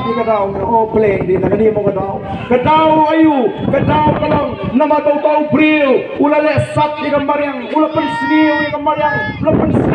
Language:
Khasi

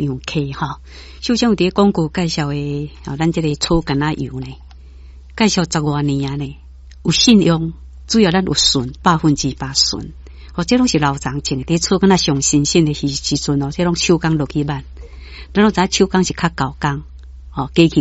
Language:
Min Nan Chinese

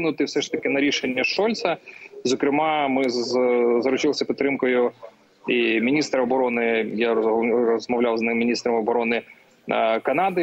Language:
Ukrainian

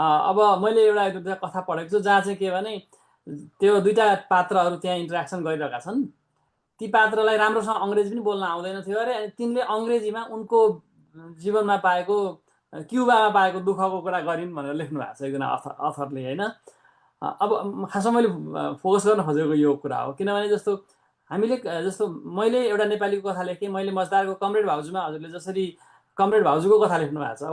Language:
Nepali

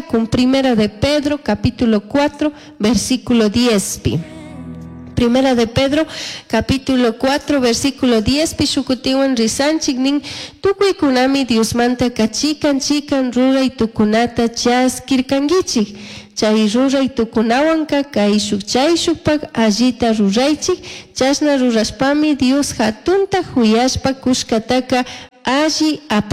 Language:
Chimborazo Highland Quichua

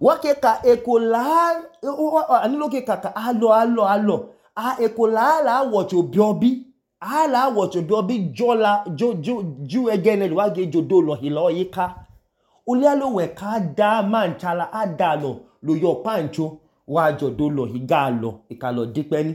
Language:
Idoma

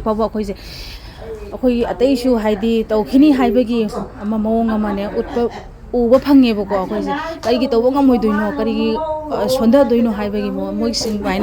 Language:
Manipuri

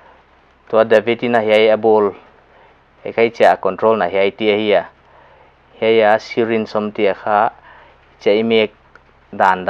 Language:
Paite Chin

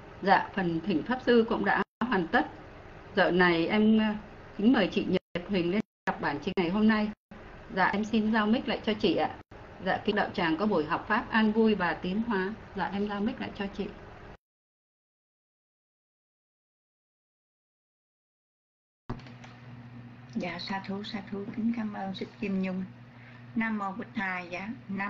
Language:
Vietnamese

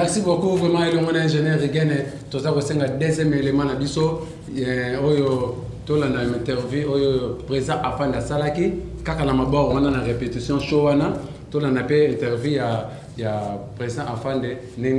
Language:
Lingala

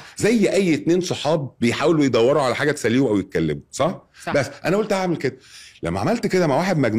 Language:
Egyptian Arabic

